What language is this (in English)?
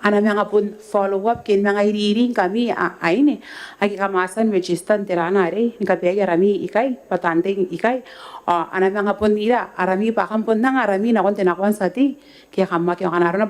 Gilbertese